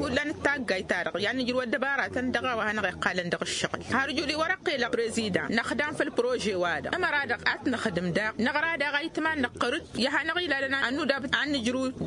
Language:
Tamasheq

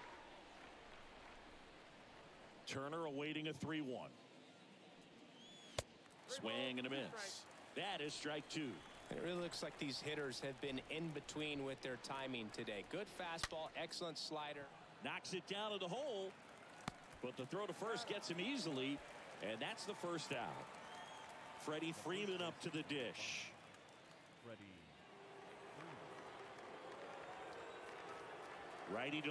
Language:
English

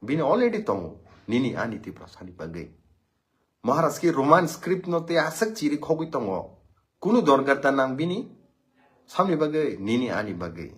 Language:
Kok Borok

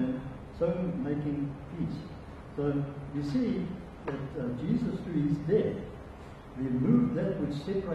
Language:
English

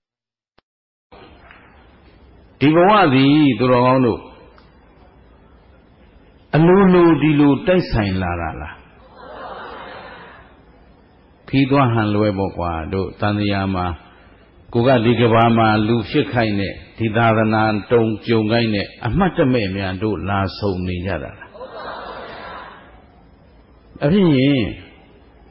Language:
Burmese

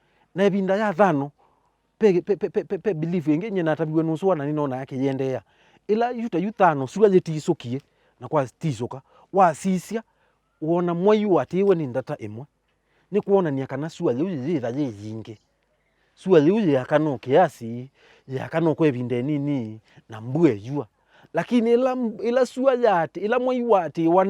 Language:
Kamba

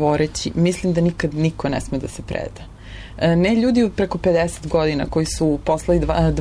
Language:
Serbian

